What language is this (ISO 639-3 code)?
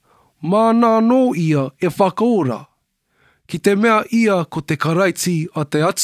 mri